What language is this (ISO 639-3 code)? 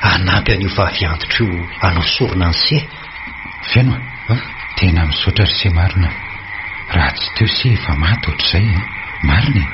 mlg